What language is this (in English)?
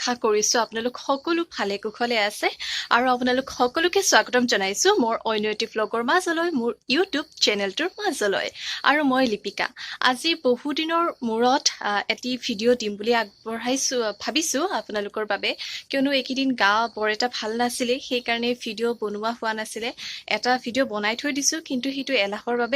Assamese